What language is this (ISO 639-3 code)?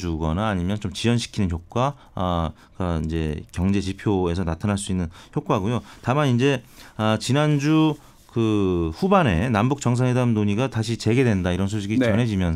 kor